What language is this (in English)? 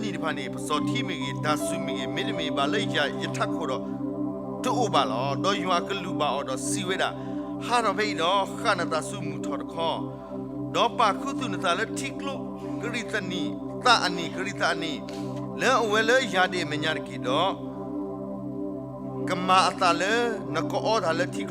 S'gaw Karen